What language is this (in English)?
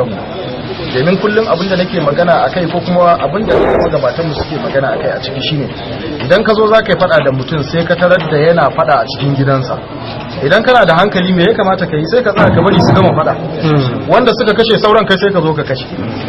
Hausa